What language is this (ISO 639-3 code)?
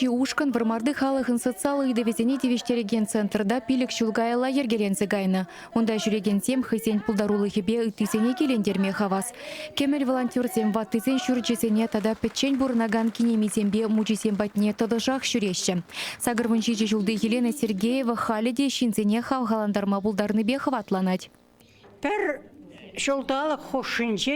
chv